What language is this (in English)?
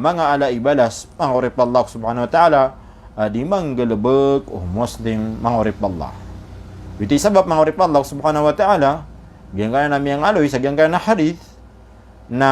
Maranao